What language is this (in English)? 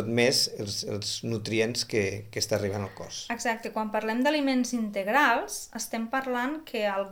Catalan